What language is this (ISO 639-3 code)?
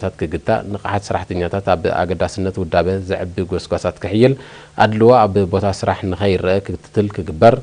tir